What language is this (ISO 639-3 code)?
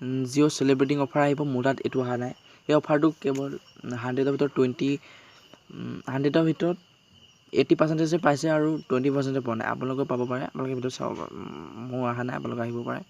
asm